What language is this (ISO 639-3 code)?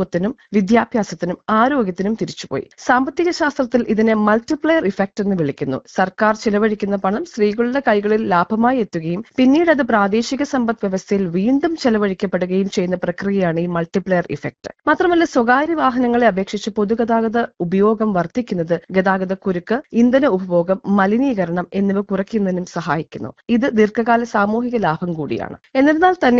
mal